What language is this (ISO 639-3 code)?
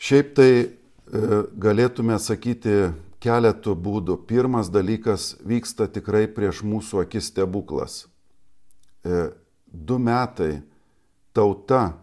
lit